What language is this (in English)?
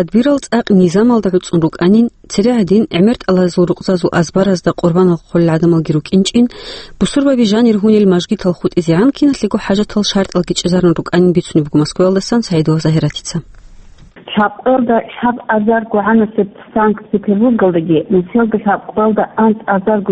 Avaric